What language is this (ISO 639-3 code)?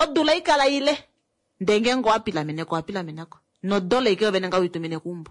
kua